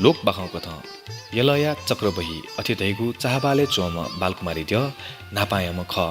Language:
Newari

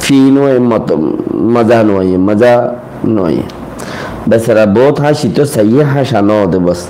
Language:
Rohingya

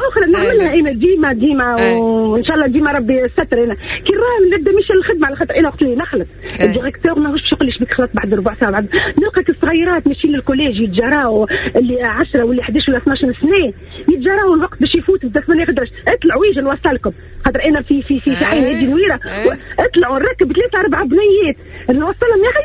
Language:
Tunisian Arabic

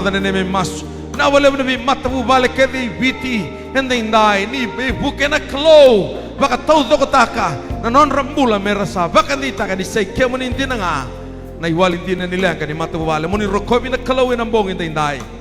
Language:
Fijian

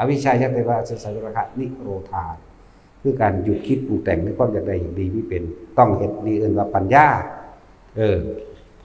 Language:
Northeastern Thai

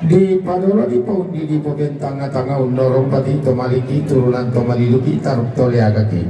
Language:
Toraja-Sa'dan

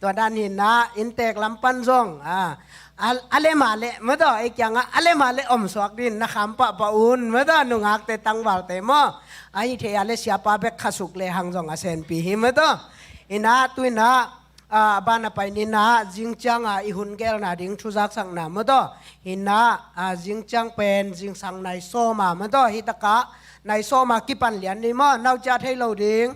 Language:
Tedim Chin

